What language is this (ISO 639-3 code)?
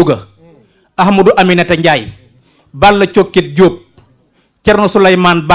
wol